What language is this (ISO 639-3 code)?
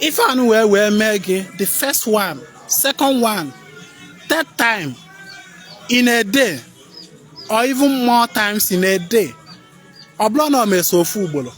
ibo